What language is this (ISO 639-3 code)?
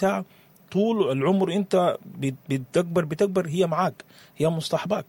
apd